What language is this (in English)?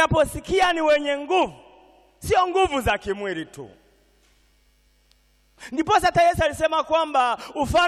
Swahili